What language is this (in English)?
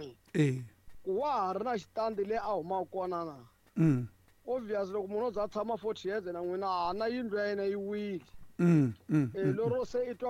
Tsonga